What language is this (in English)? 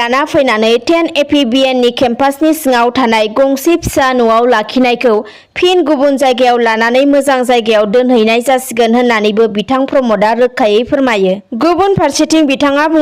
Bodo